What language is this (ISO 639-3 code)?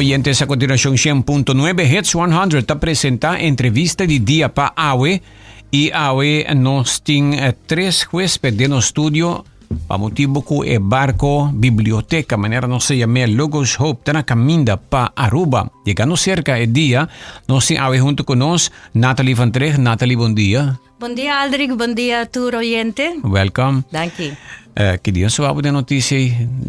pap